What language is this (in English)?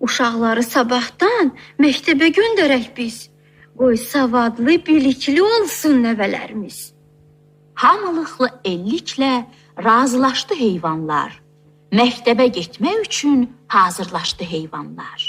Azerbaijani